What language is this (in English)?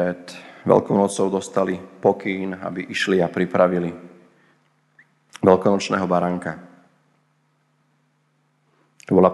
Slovak